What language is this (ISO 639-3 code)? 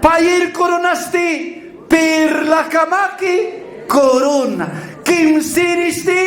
aym